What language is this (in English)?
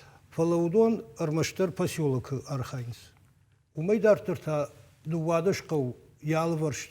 Ossetic